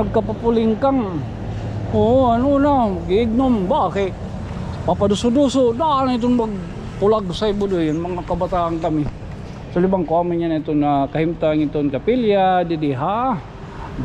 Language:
Waray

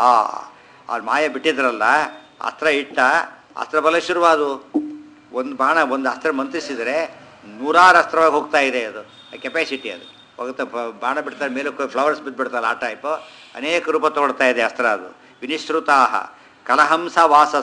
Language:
Kannada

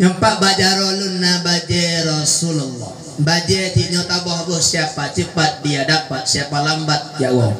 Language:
Achinese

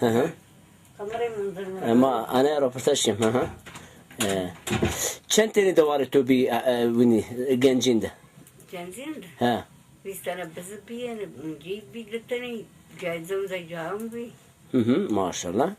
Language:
Zaza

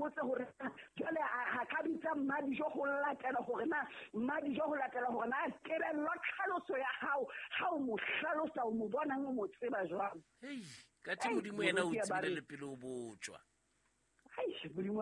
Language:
Southern Sotho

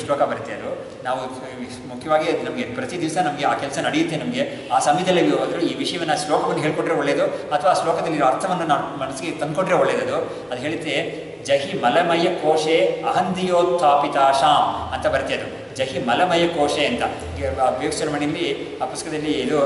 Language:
Kannada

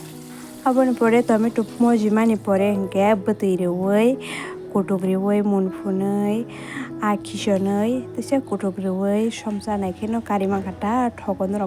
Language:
Kok Borok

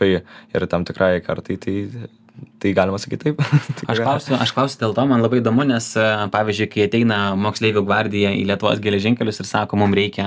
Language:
Lithuanian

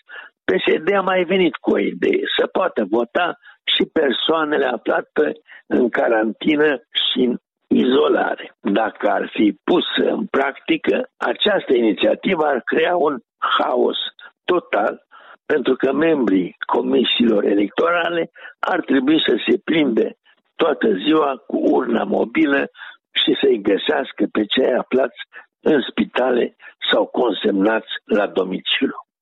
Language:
Romanian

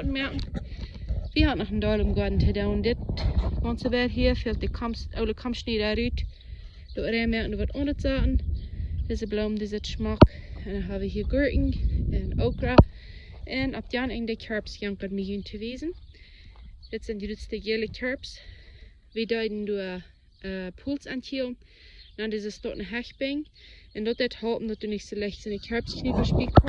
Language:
Plautdietsch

